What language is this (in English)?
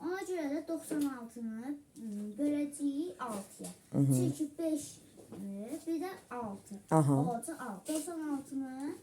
Azerbaijani